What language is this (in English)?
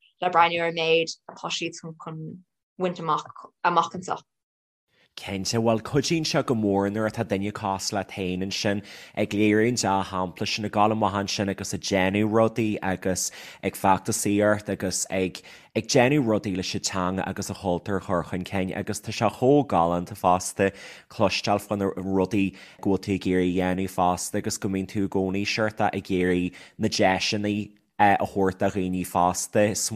Irish